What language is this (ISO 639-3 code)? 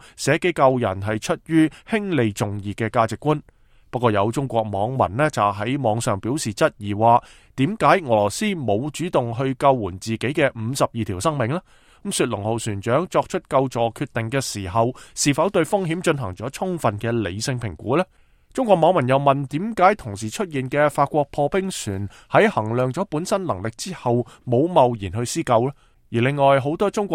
yue